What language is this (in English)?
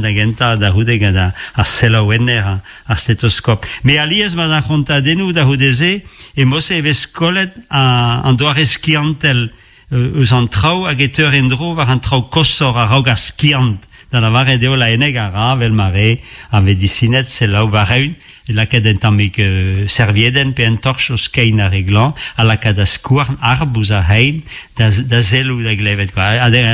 Breton